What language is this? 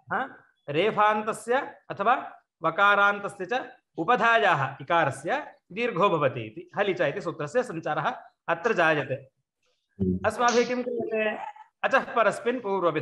Sanskrit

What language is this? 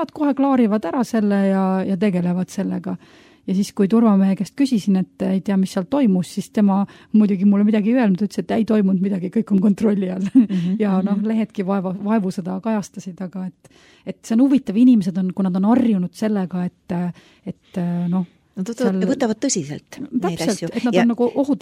Estonian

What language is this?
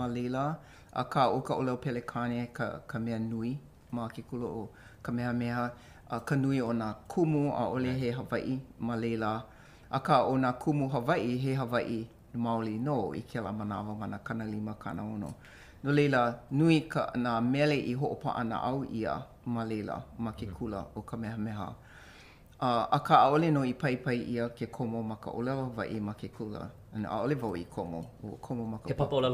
Hawaiian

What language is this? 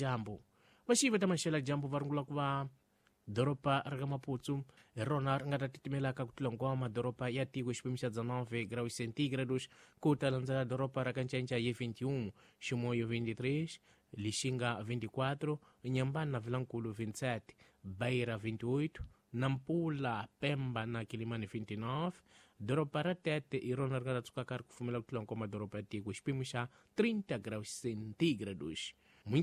Tsonga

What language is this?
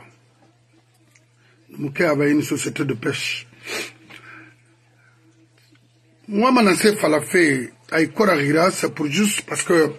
French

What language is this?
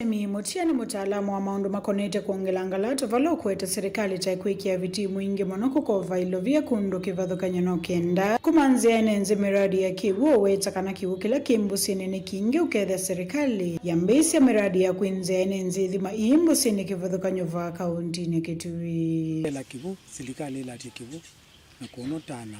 Kamba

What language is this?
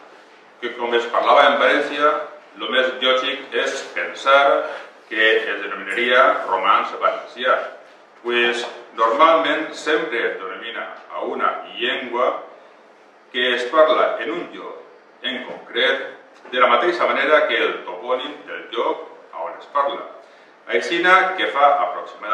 Catalan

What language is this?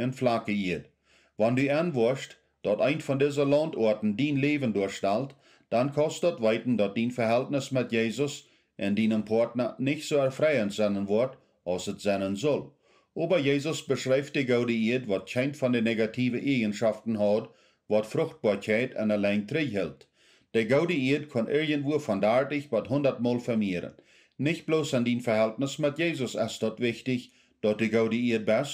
Plautdietsch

